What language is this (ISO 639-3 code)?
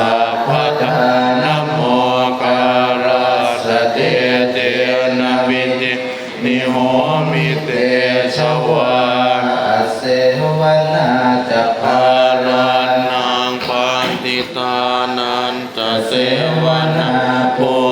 pli